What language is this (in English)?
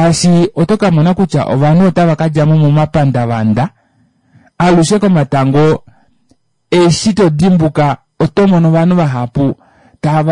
Kuanyama